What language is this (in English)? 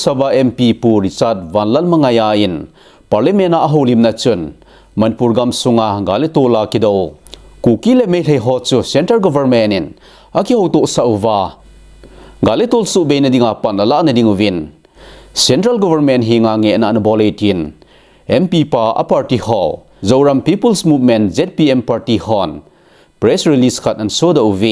Thado Chin